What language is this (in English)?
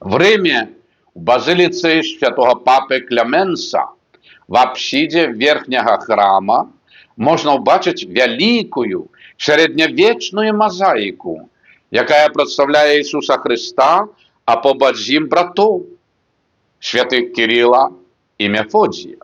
Belarusian